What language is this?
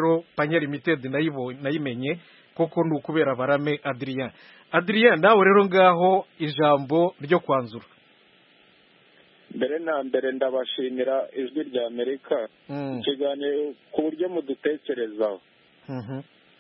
Kinyarwanda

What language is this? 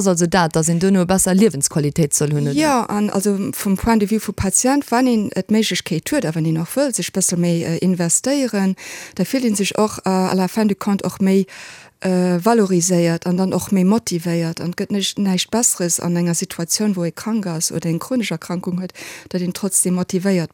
Luxembourgish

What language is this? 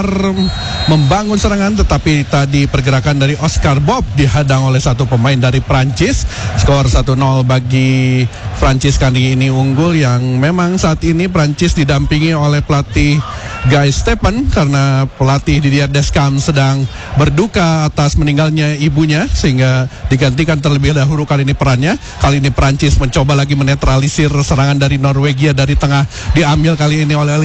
Indonesian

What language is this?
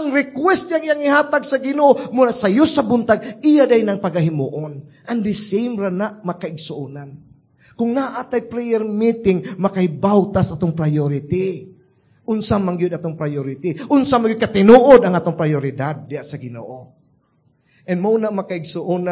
Cebuano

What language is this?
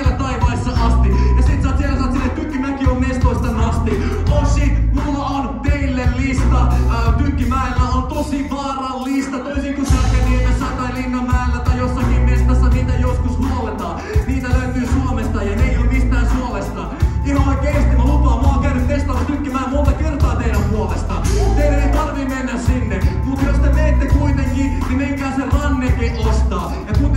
Finnish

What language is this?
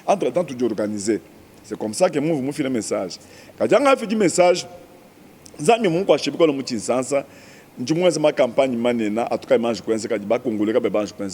Luba-Lulua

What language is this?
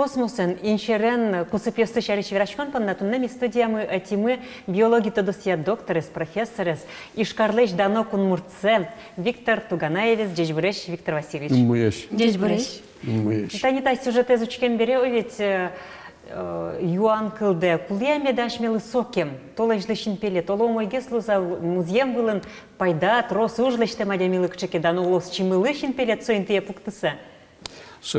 Udmurt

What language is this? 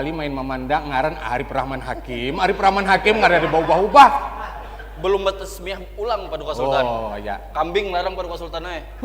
Banjar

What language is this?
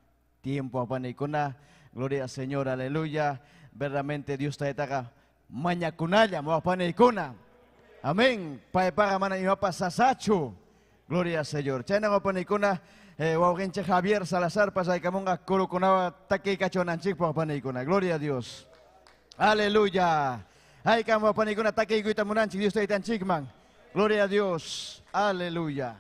Ayacucho Quechua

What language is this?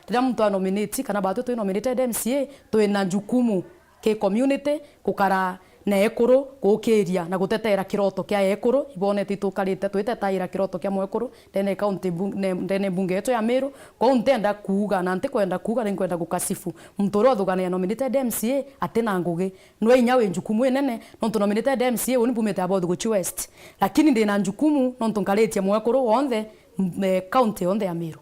Meru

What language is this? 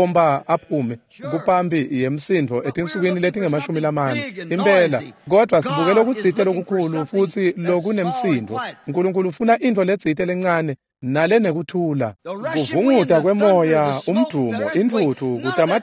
Swati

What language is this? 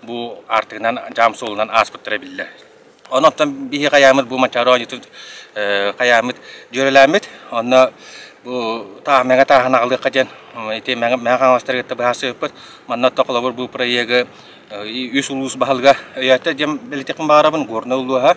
Yakut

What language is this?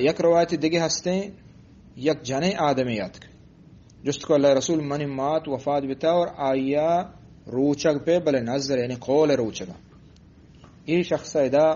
Eastern Balochi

